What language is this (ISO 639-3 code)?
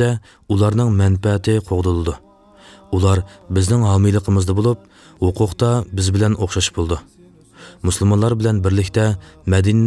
uig